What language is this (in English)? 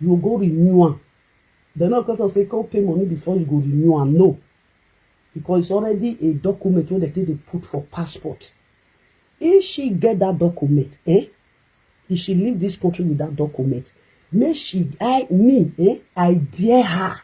Nigerian Pidgin